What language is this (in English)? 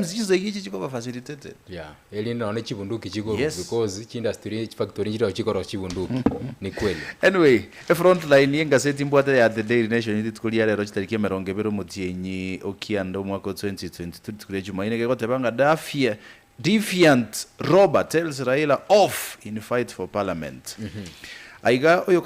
Gusii